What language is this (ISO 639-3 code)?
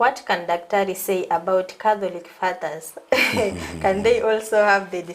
guz